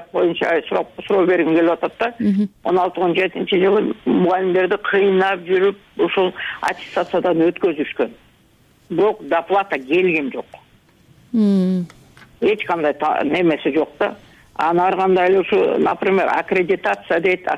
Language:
Kyrgyz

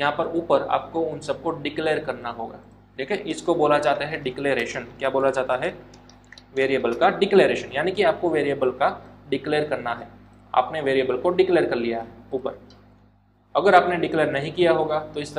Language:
Hindi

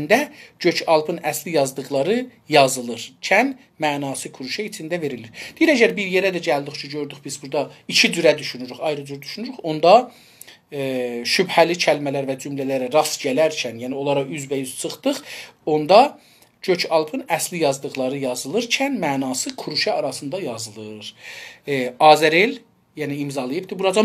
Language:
South Azerbaijani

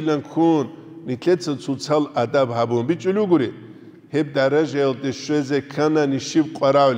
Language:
Avaric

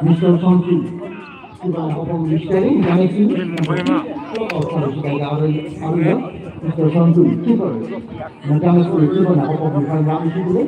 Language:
Tangkhul Naga (India)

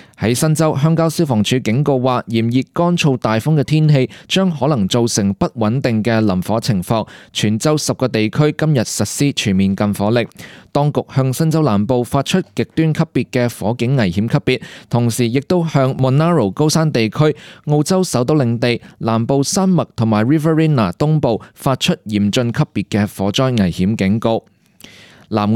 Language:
Cantonese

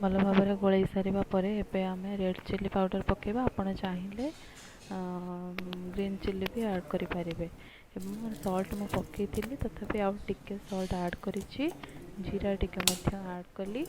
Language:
Odia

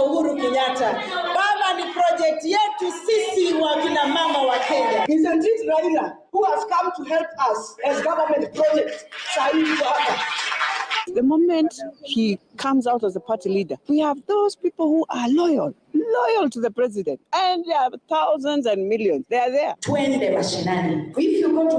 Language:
Masai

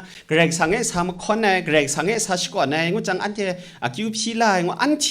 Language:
Kachin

